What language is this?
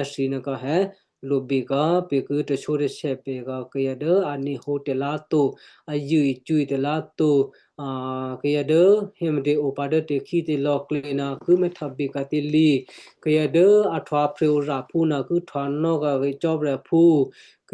Western Kayah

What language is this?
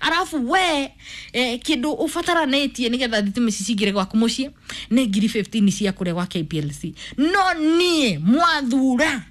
Kikuyu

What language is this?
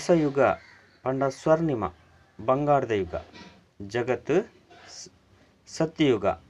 Tulu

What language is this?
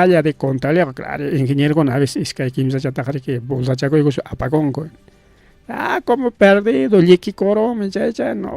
Ayacucho Quechua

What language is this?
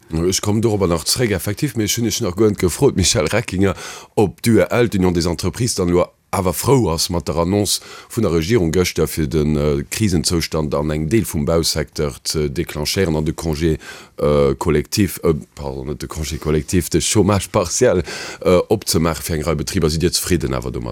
Luxembourgish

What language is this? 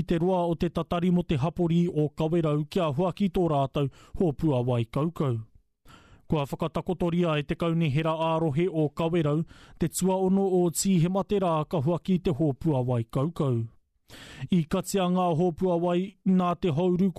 Māori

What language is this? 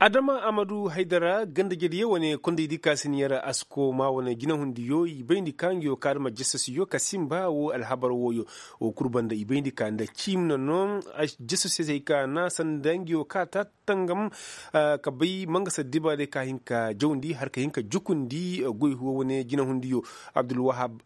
Koyraboro Senni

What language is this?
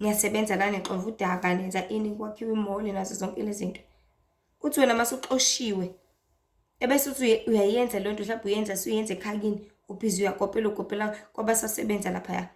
Zulu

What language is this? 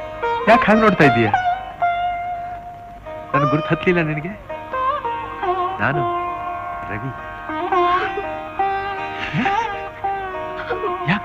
Kannada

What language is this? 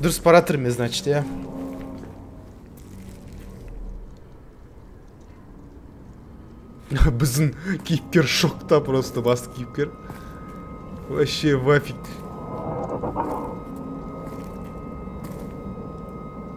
Kazakh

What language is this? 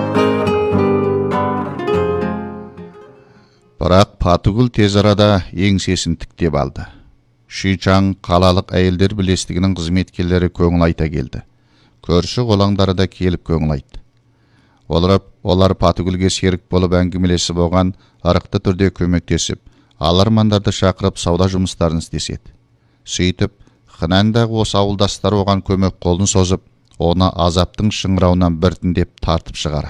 Kazakh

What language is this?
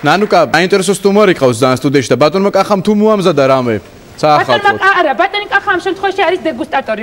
Georgian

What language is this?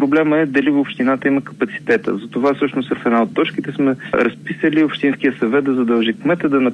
Bulgarian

